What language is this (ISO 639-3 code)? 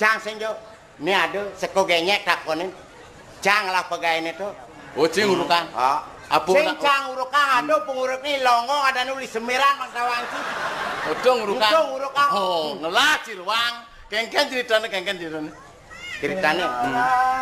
ban